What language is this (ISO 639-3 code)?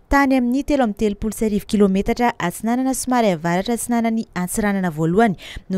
mlg